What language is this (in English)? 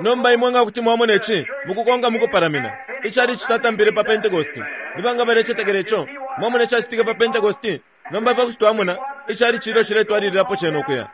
Bemba